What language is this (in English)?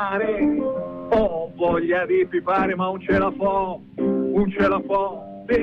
Italian